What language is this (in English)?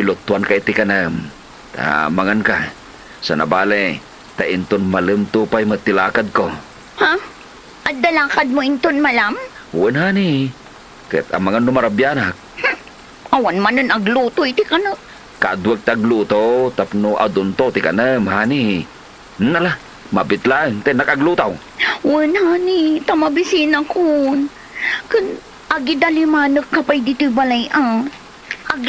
Iloko